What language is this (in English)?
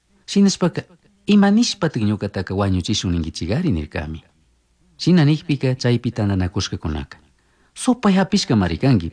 Chimborazo Highland Quichua